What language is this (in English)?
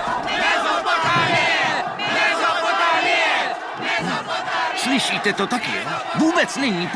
Czech